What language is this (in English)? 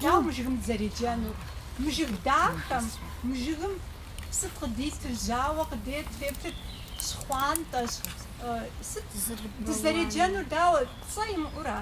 Kabardian